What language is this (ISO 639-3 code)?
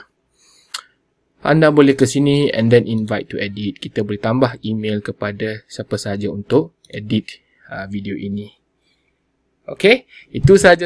msa